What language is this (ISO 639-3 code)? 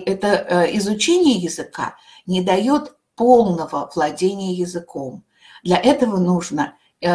rus